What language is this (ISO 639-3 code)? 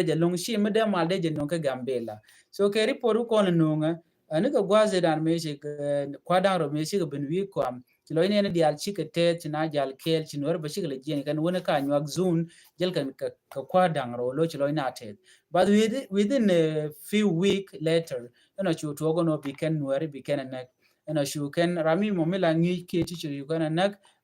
nus